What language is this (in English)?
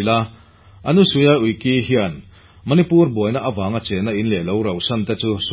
Mizo